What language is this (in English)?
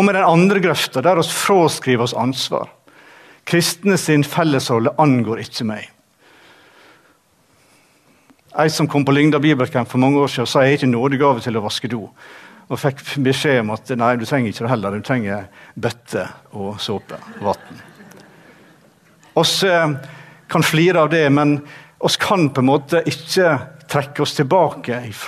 Norwegian